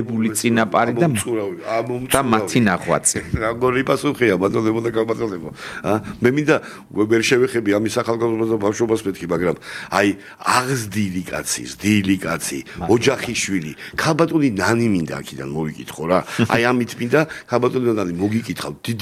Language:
Georgian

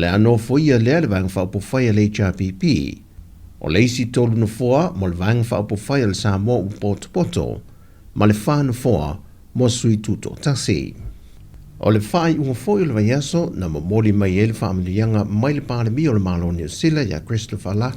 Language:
Samoan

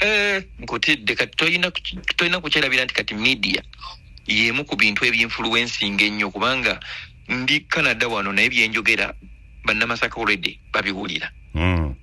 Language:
Ganda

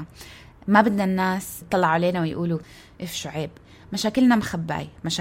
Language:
North Levantine Arabic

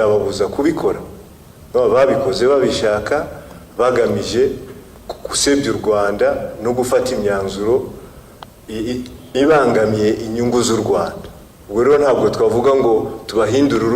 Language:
Kinyarwanda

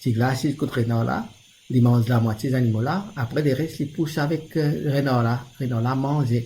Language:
Morisyen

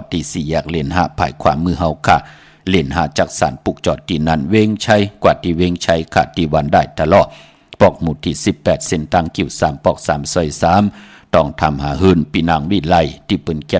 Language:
Shan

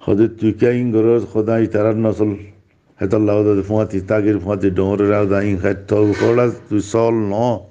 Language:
Rohingya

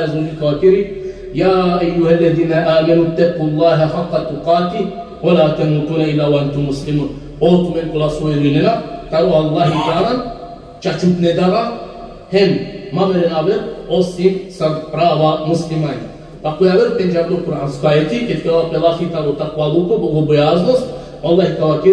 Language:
Balkan Romani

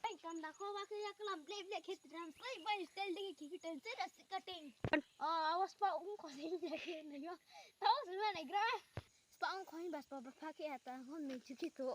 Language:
Riang (India)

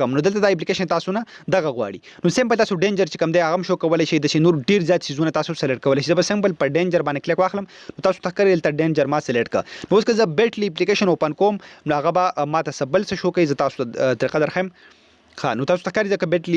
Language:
Pashto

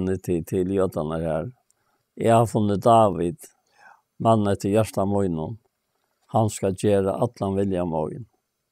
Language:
Faroese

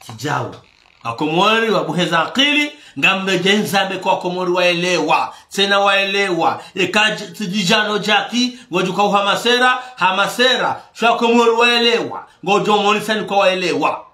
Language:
Ngazidja Comorian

